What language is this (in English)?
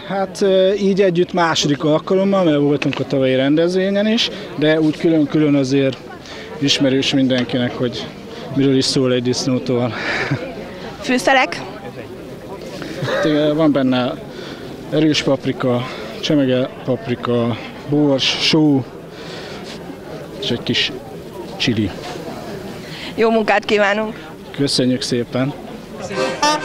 Hungarian